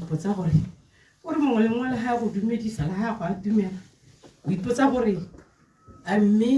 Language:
Tswana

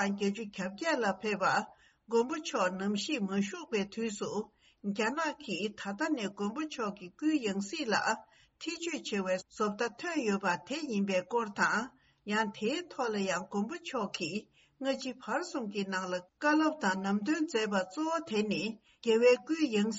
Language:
Tibetan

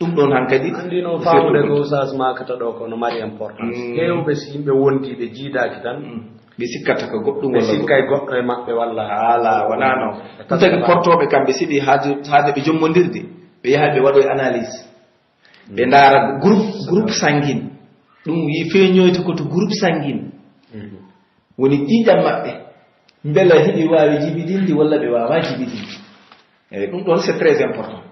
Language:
Pular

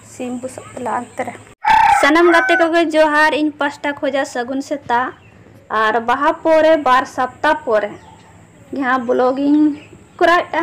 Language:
Santali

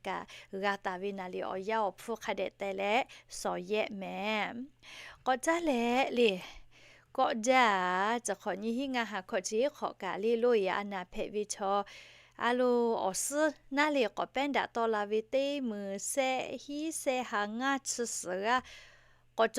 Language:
Lahu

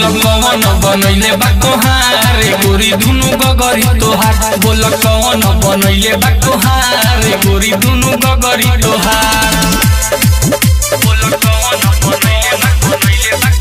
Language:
Bhojpuri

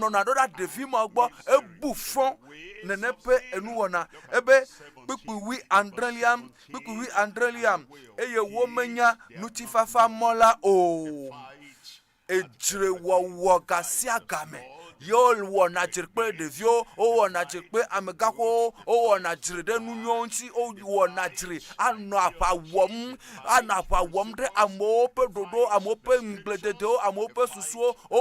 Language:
Ewe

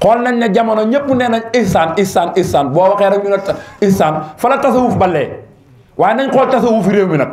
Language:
Wolof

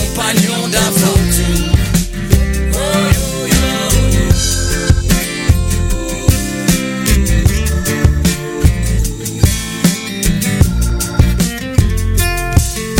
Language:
French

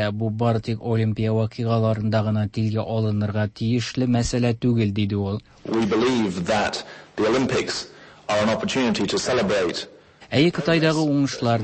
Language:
Tatar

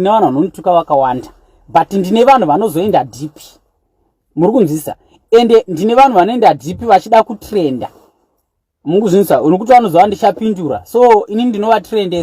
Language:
Shona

